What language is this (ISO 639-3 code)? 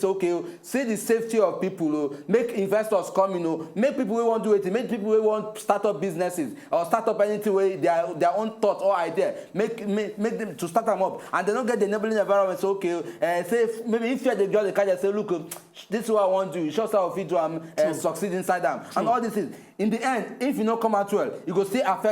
pcm